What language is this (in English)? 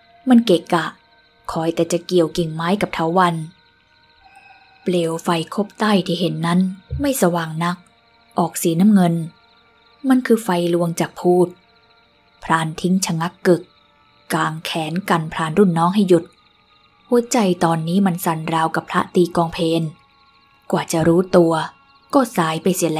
Thai